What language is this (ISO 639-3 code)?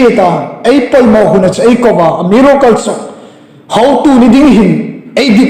hmr